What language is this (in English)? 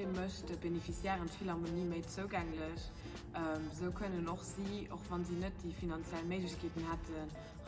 Luxembourgish